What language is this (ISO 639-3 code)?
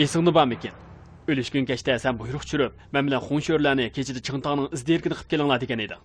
uig